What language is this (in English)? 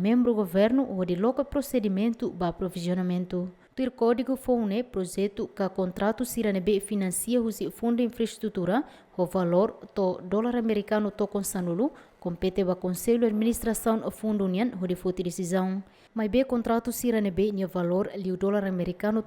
Tetum